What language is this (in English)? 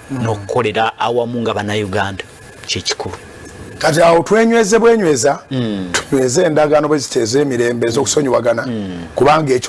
Ganda